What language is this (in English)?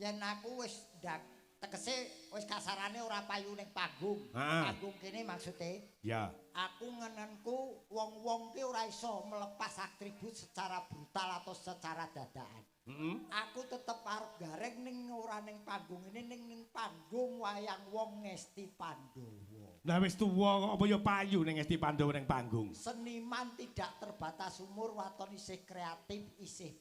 Javanese